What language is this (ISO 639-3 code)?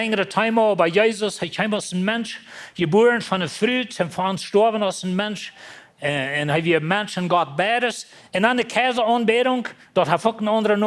pdt